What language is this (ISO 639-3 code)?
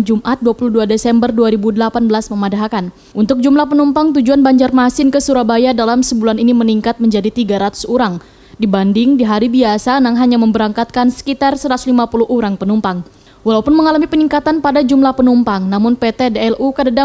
bjn